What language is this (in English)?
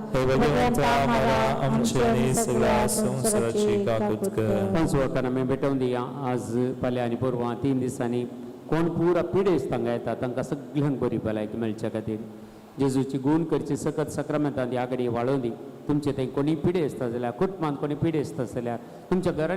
Konkani